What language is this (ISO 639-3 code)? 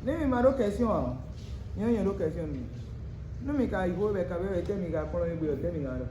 fon